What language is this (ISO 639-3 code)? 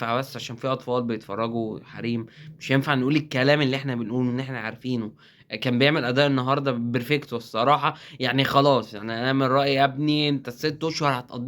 arz